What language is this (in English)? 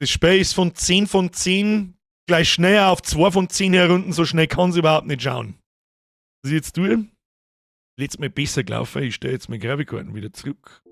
Bavarian